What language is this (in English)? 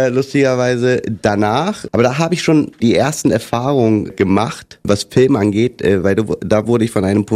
German